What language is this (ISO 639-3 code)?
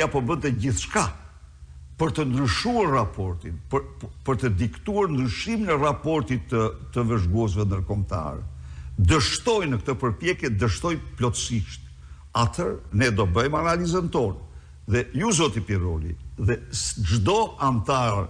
sqi